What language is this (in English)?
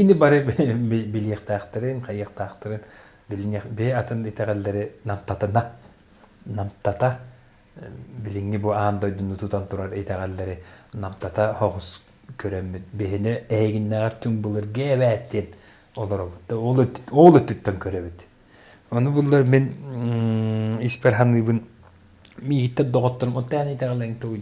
Yakut